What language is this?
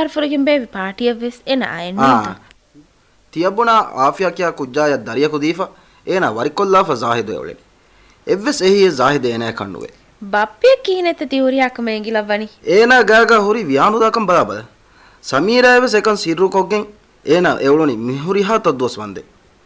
Divehi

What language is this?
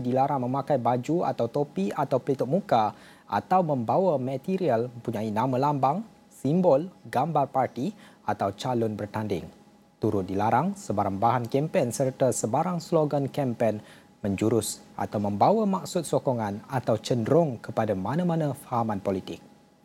Malay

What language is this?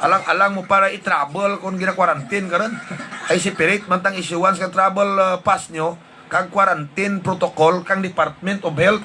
Hiligaynon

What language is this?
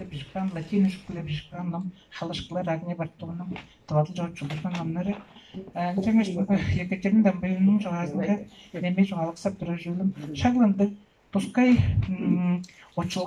Tuvinian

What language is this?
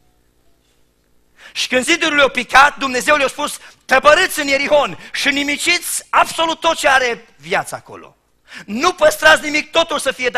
Romanian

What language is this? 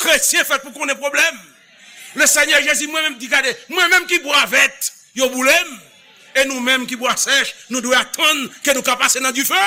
Haitian Creole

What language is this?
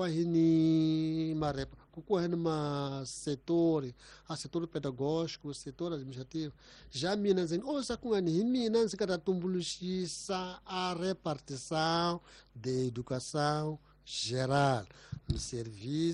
Tsonga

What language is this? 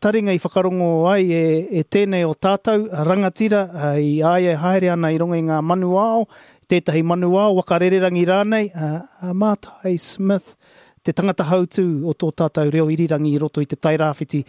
Māori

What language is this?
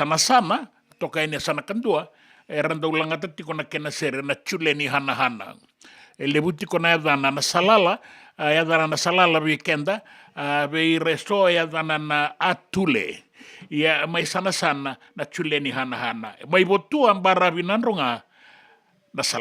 Fijian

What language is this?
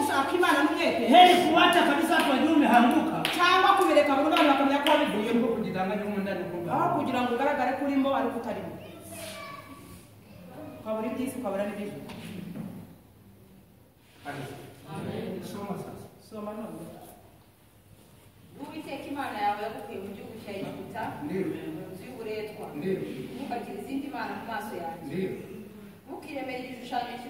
Kinyarwanda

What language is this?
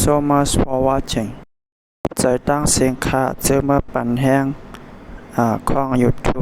Shan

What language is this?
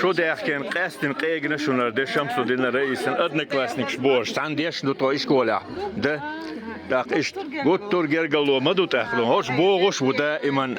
Chechen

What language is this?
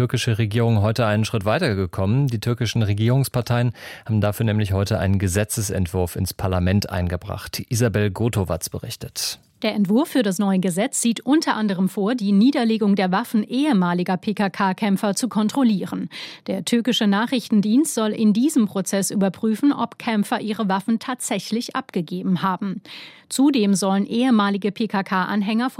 German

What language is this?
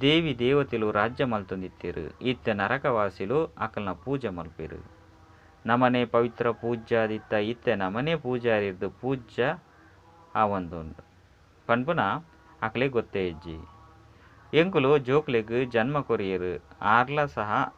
Tulu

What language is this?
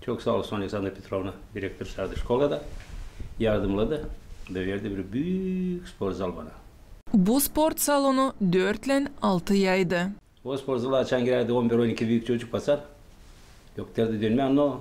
Gagauz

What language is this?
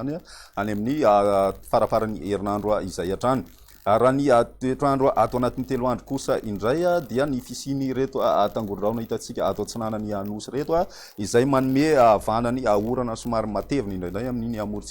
Malagasy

